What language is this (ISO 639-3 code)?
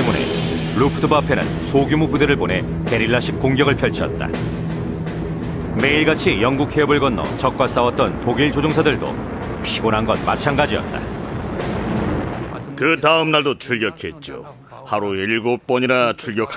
kor